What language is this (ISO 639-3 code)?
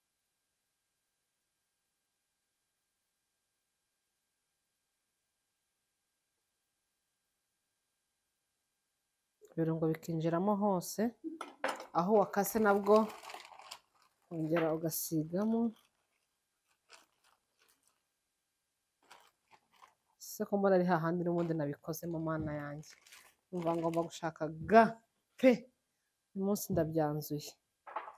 kin